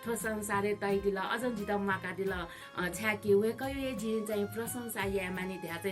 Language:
Newari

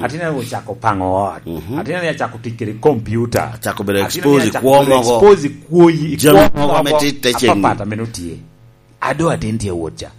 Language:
Lango (Uganda)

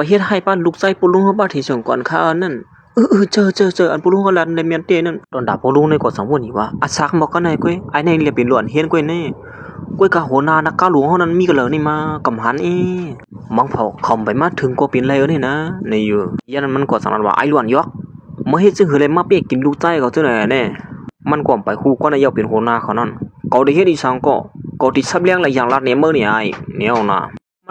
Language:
Shan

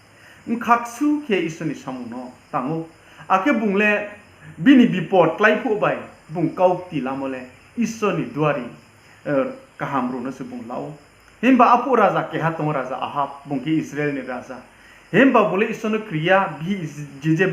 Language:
Riang (India)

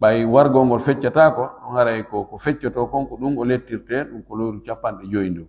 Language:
Fula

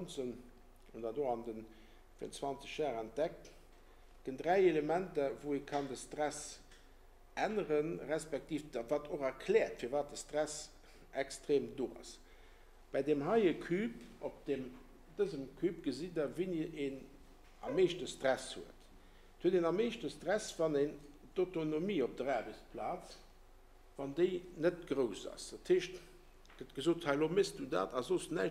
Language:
Luxembourgish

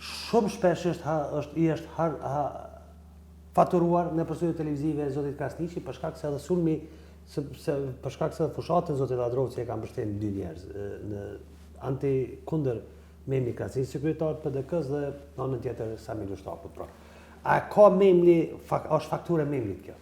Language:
Albanian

